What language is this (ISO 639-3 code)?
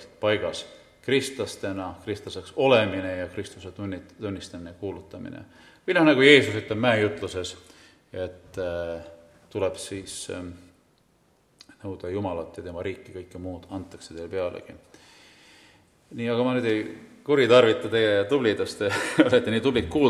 est